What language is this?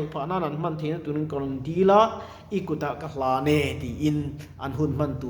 Mizo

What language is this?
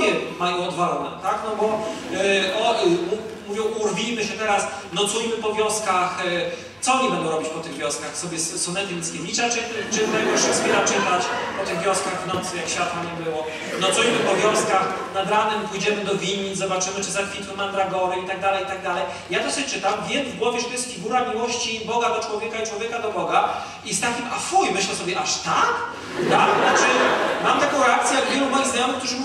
Polish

